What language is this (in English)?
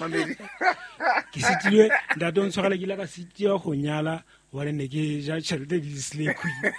Southern Sotho